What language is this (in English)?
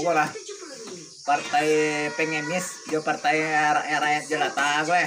Minangkabau